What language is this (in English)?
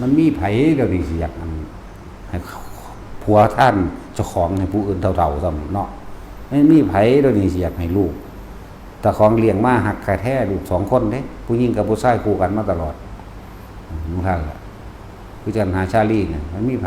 Northeastern Thai